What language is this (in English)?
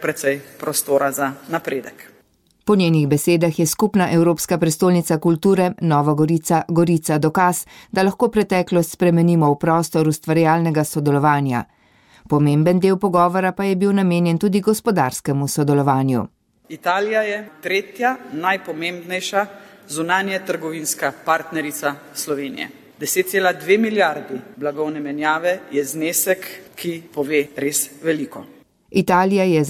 Slovenian